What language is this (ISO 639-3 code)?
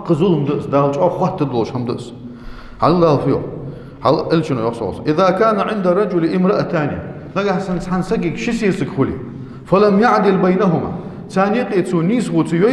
inh